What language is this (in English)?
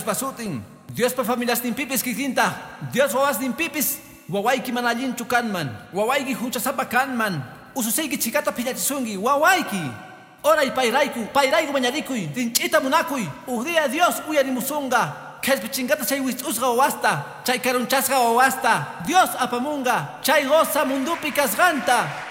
Quechua